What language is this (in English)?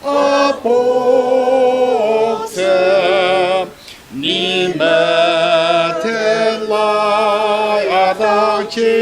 Ao Naga